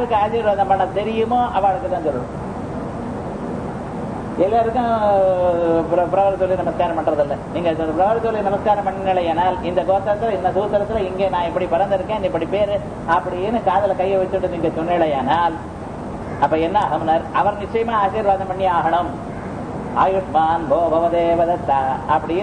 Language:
Tamil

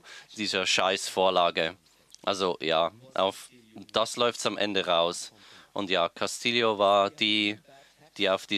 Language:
German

